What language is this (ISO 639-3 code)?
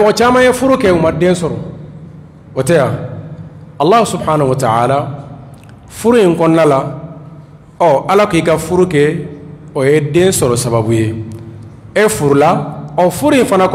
bam